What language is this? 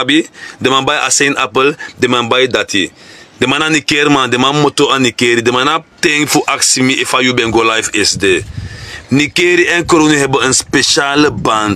Sranan Tongo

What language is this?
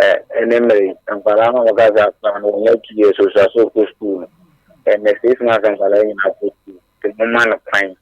Akan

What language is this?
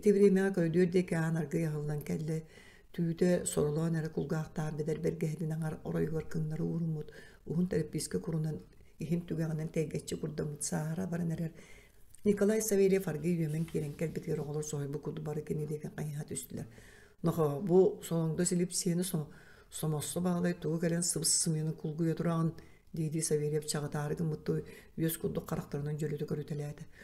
Yakut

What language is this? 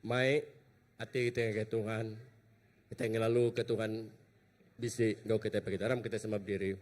Iban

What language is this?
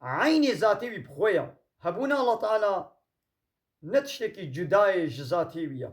Kurdish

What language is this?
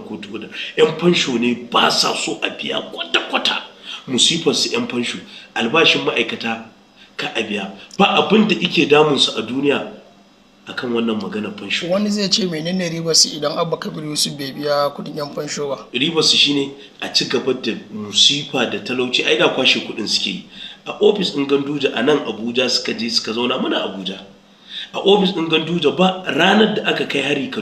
Hausa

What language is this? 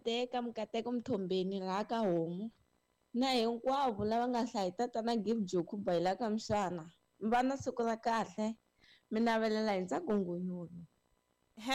Tsonga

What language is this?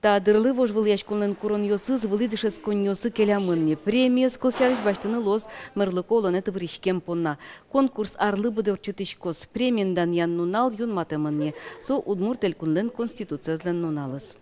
Udmurt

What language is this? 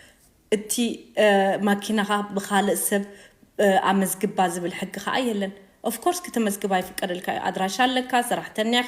Tigrinya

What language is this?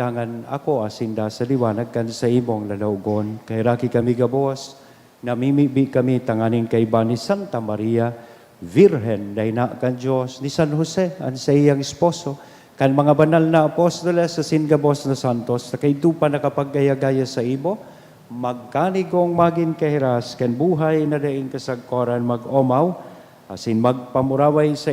Bikol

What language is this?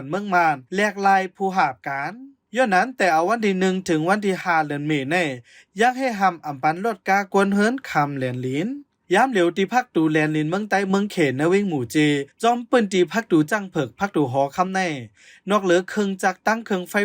Shan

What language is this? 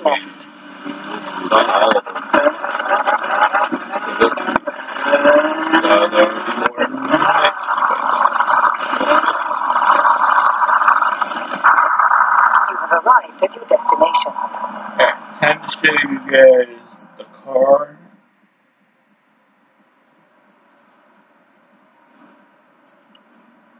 English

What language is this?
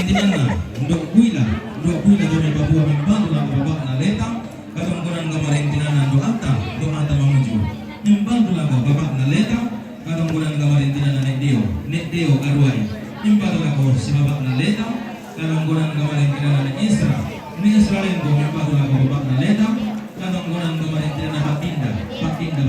Toraja-Sa'dan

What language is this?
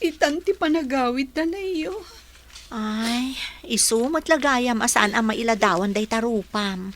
Iloko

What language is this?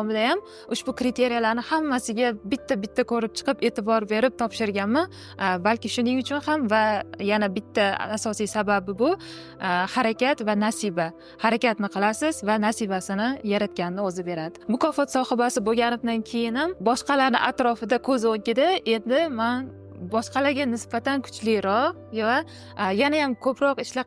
Uzbek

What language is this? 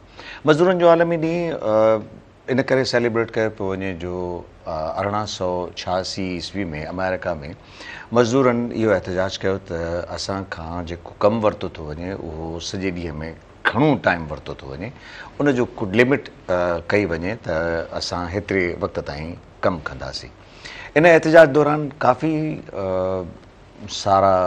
Sindhi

